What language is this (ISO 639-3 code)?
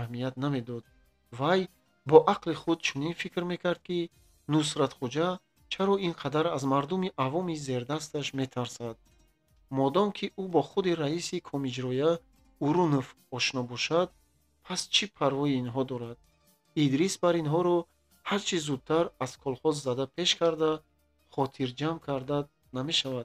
tgk